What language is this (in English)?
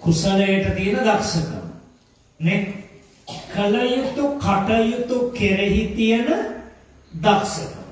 Sinhala